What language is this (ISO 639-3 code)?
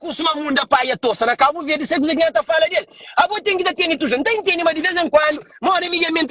kea